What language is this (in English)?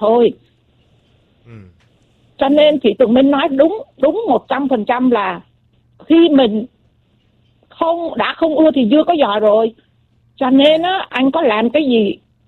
Vietnamese